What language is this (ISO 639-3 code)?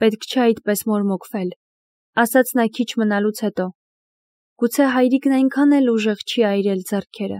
hye